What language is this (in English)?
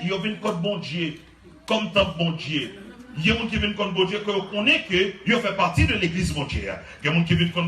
Haitian Creole